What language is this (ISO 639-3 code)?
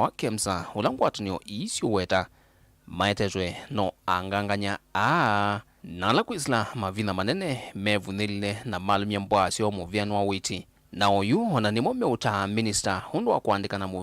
kam